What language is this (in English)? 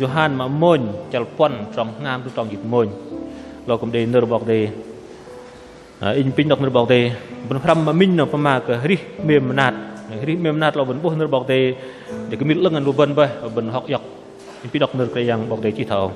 Bahnar